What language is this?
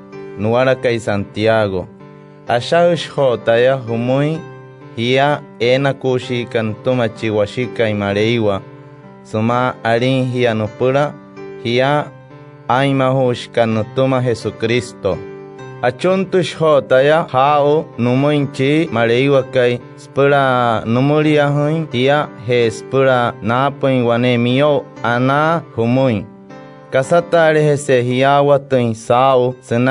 Wayuu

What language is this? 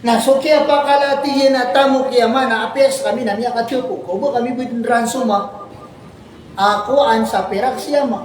Maranao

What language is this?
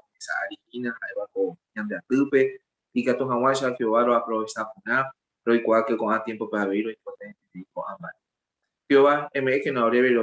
Guarani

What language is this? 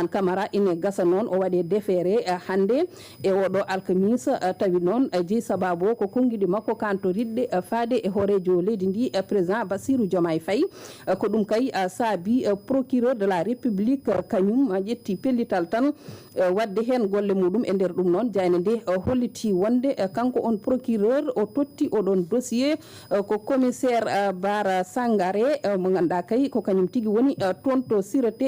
Fula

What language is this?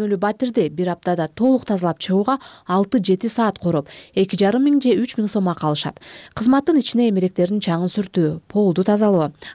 Kyrgyz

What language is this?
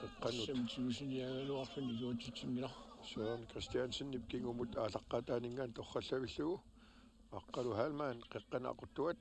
Kalaallisut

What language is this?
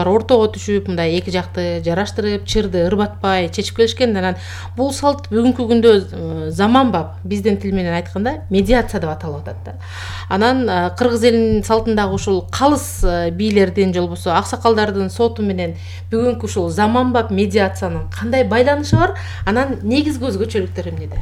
Kyrgyz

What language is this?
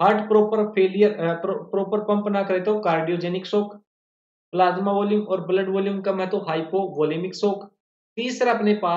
Hindi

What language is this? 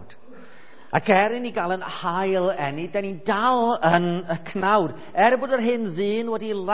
Welsh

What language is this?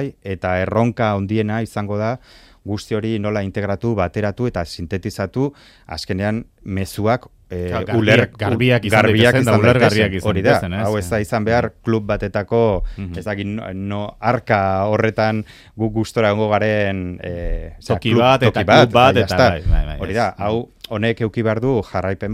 Basque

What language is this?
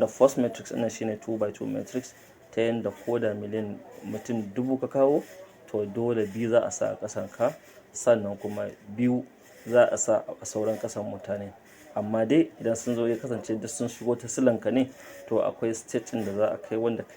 Hausa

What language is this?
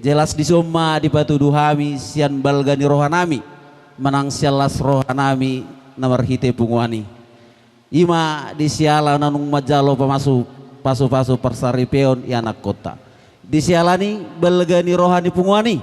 Batak Toba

